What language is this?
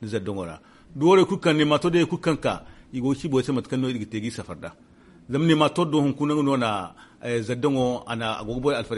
Zarma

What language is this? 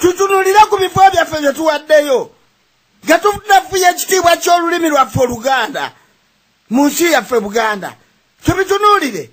Ganda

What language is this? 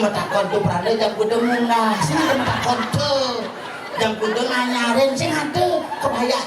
Balinese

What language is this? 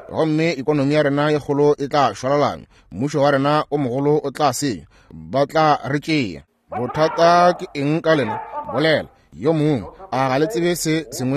Northern Sotho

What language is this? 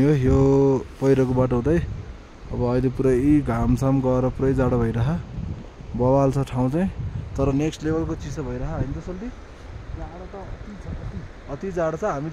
Nepali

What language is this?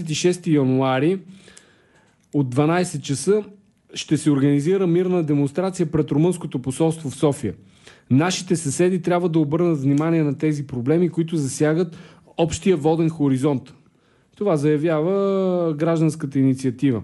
Bulgarian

